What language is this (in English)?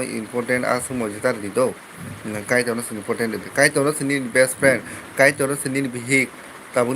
Kok Borok